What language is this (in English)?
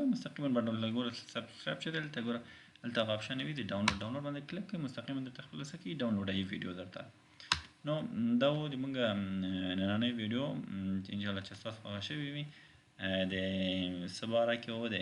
Pashto